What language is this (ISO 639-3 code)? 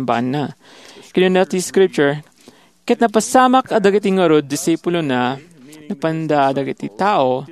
ilo